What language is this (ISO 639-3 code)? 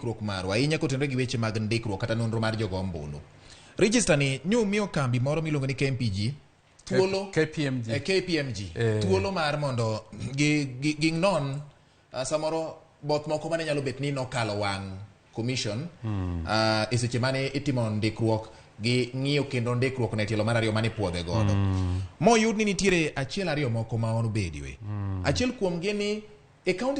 luo